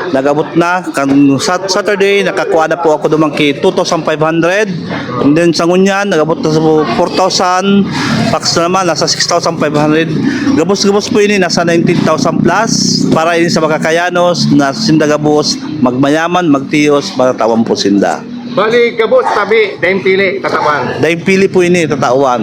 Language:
Bikol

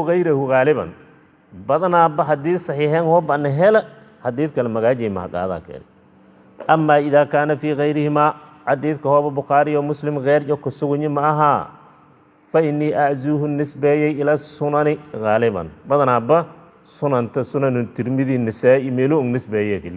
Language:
Somali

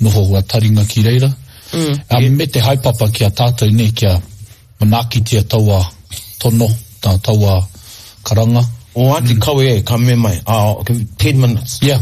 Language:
Māori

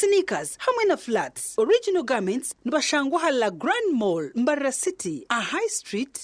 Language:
Nyankole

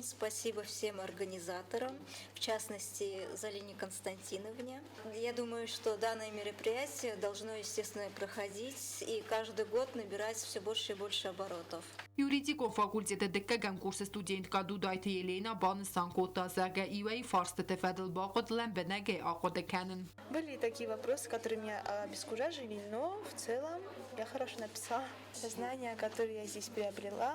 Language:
Ossetic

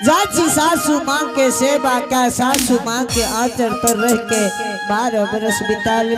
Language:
Angika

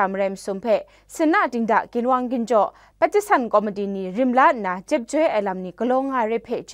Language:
Kachin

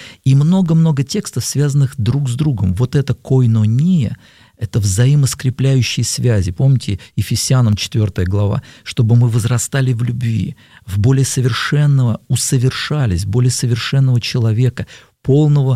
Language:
Russian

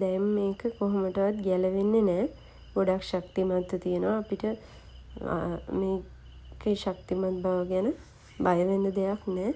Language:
Sinhala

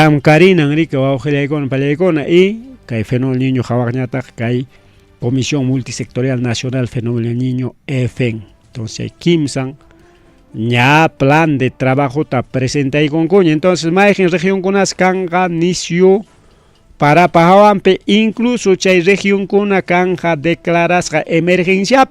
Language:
Ayacucho Quechua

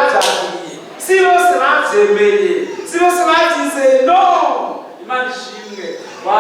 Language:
Rundi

